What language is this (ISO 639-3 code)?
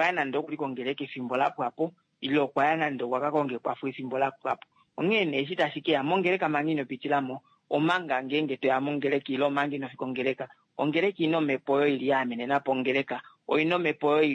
kua